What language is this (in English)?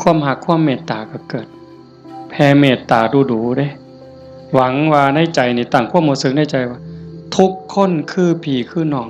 Northeastern Thai